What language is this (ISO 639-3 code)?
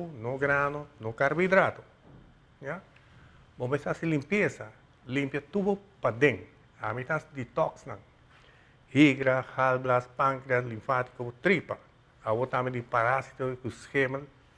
pap